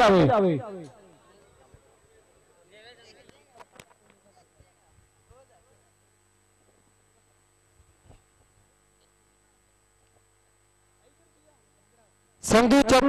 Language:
Punjabi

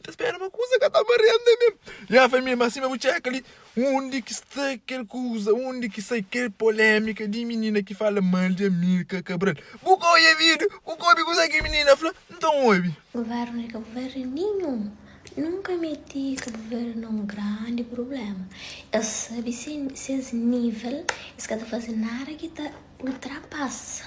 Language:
Kabuverdianu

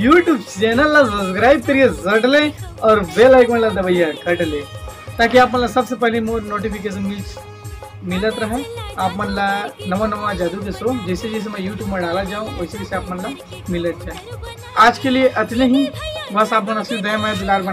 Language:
Chhattisgarhi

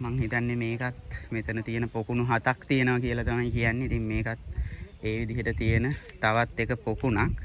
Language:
Sinhala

